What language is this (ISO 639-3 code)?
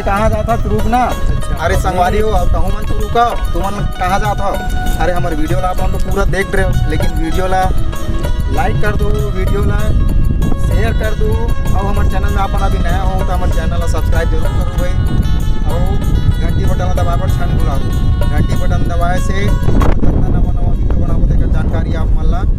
hne